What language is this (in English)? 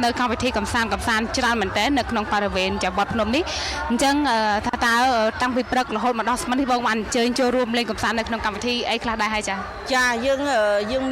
Khmer